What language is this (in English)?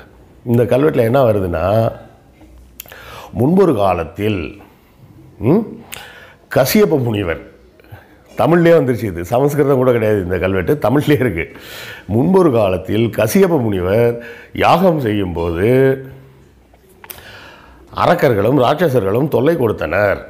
Tamil